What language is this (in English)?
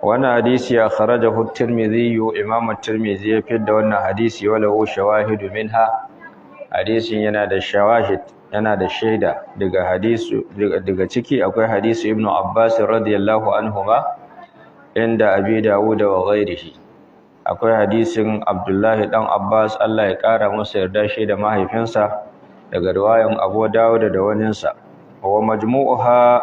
Hausa